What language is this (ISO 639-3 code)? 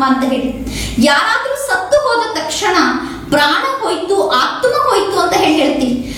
kan